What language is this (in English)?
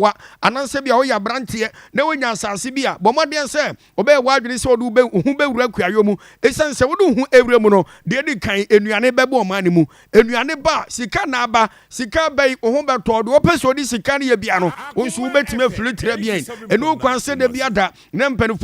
Akan